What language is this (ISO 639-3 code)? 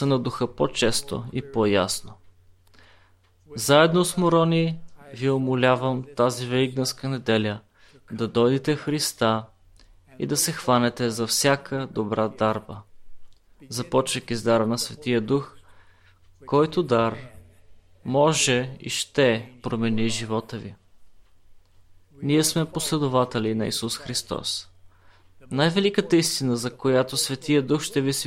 bul